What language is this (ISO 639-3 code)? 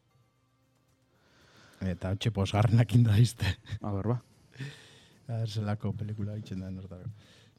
eus